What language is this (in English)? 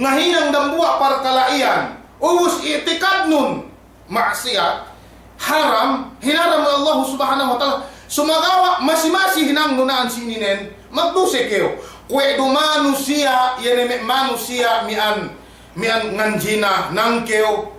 Yakan